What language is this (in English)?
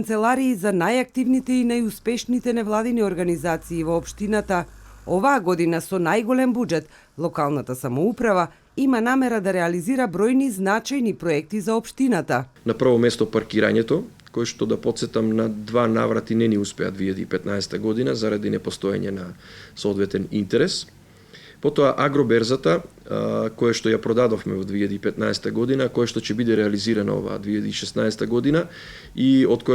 Macedonian